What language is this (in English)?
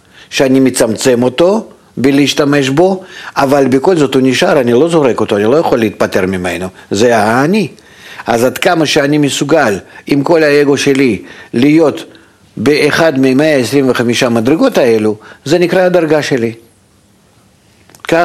Hebrew